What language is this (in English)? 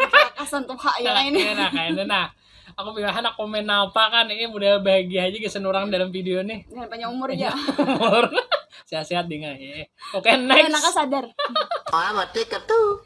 Banjar